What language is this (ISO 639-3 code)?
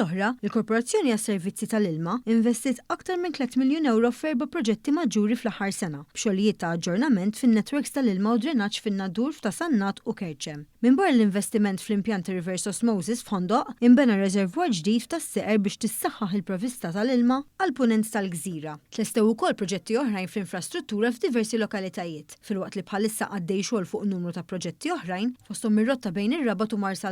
mlt